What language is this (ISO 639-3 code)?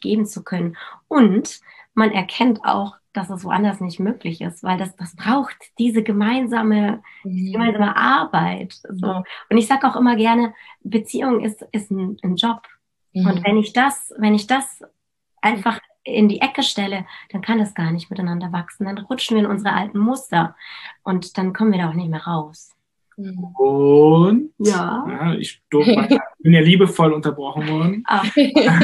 deu